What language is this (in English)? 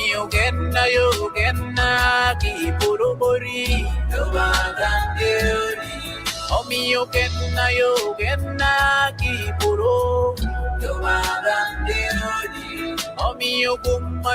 Acoli